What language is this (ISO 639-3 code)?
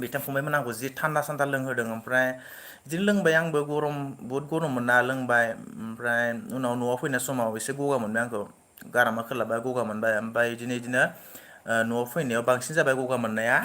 brx